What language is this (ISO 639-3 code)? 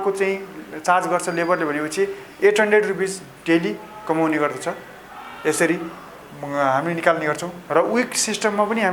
nep